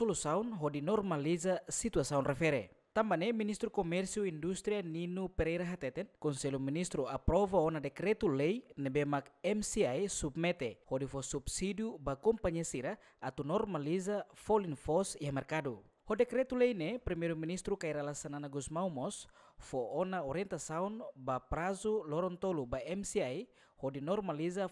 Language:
Tetum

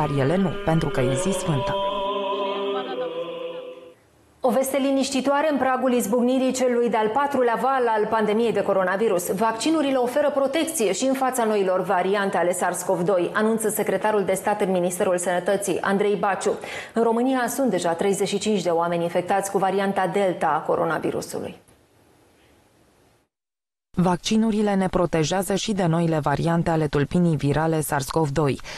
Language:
Romanian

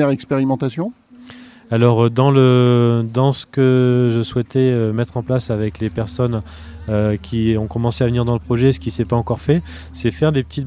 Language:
French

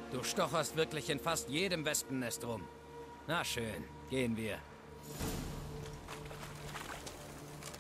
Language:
German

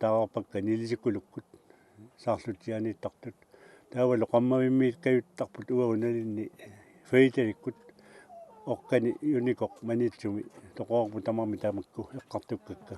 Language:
Kalaallisut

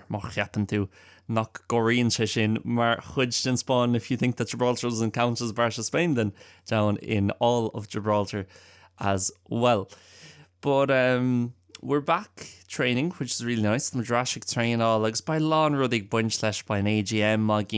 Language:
Irish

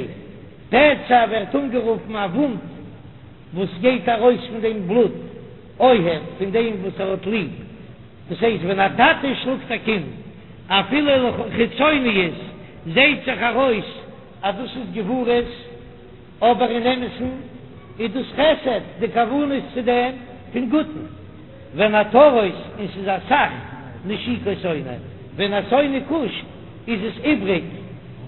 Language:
Yiddish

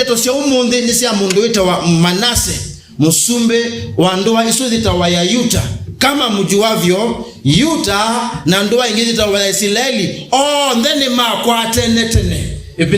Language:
Kamba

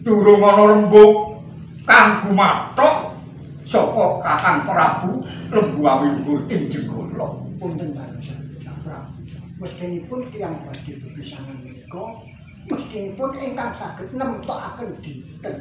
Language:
Javanese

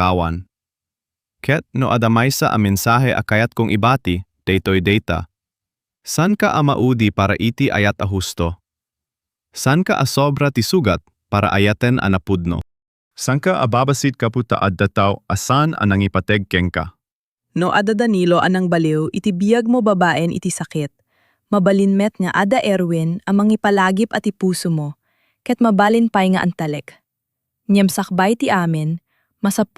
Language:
Iloko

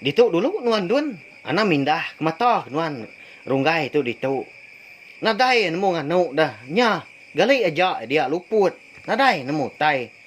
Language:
Iban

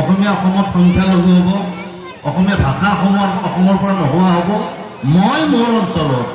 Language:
Assamese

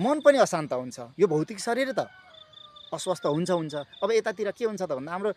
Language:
Nepali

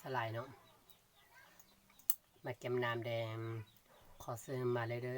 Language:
Lao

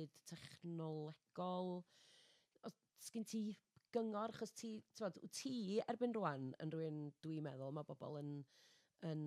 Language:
Welsh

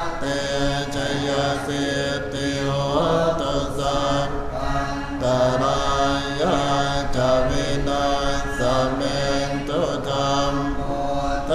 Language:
Pali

